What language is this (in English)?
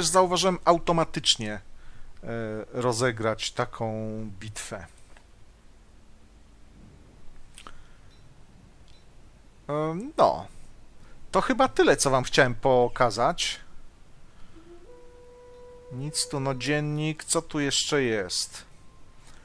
Polish